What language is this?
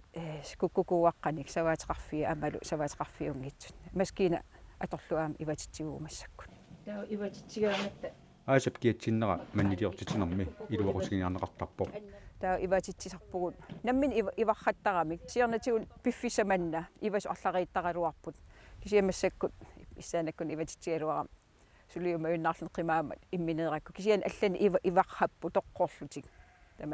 Kalaallisut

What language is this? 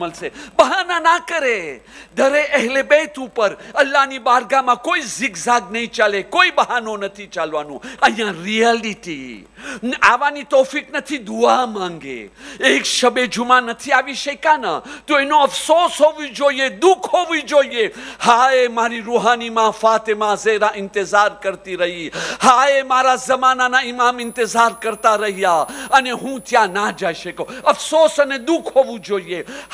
Gujarati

